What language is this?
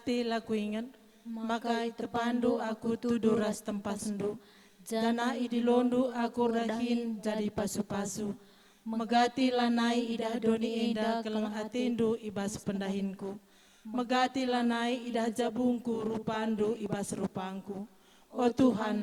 Batak Karo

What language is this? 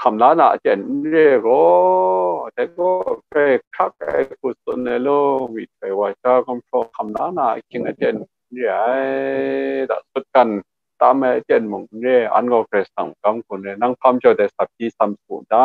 Kachin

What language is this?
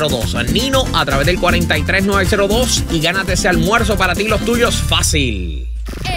Spanish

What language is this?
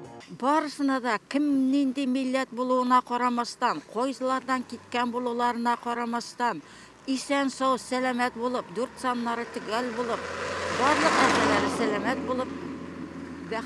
Tatar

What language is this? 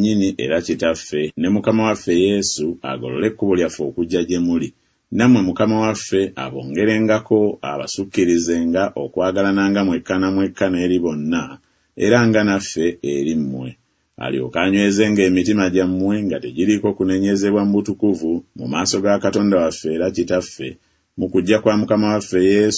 Ganda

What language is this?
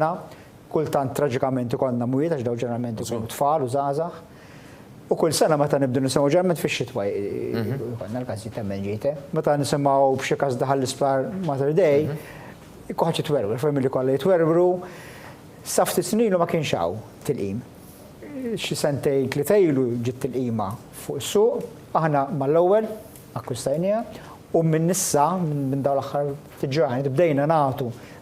Maltese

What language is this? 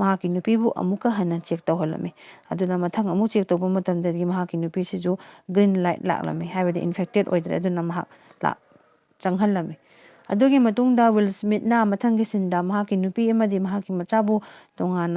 Manipuri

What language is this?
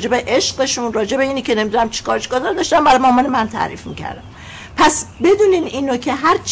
Persian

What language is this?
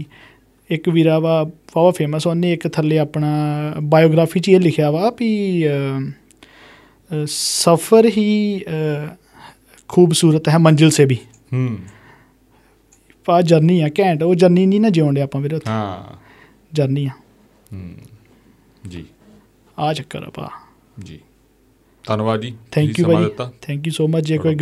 Punjabi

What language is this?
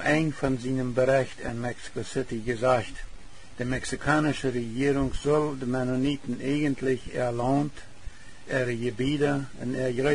Plautdietsch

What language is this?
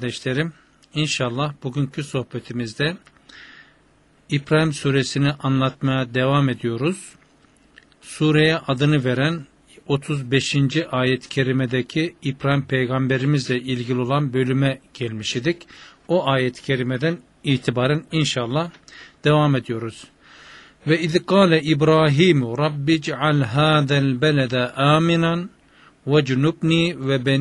Turkish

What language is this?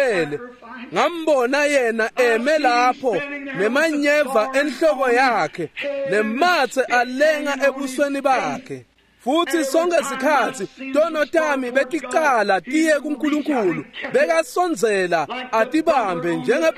Swati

